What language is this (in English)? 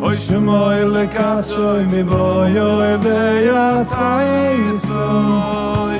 Yiddish